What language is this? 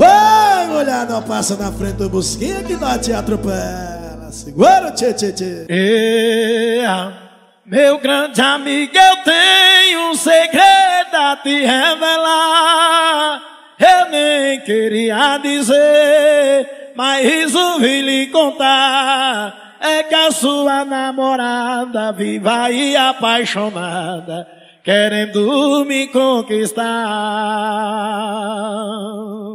Portuguese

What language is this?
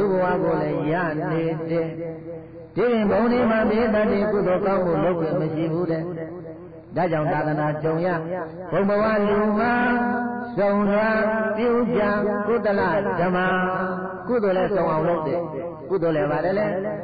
Burmese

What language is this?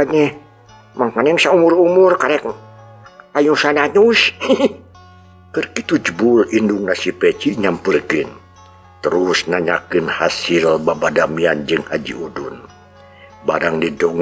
Sundanese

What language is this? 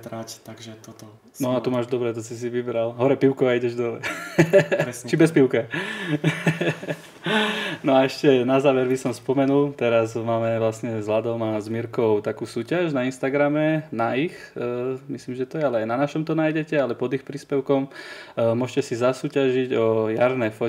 Slovak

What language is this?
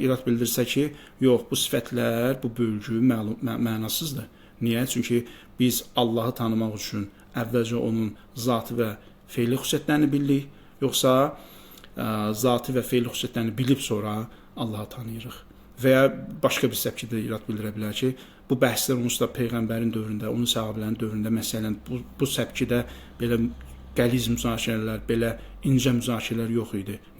Azerbaijani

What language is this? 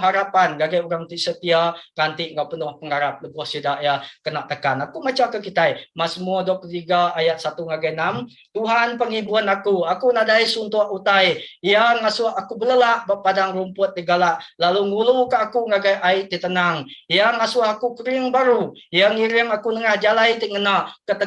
Iban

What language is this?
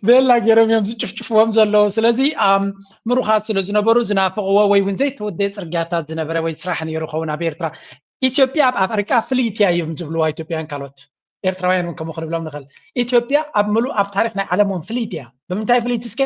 Tigrinya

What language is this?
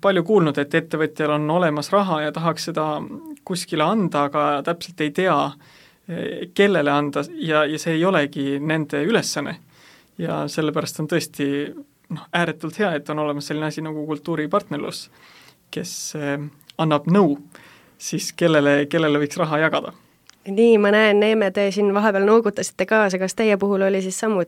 Estonian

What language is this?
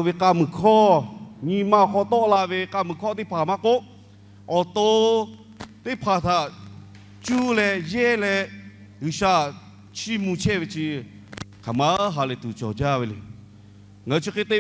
Lahu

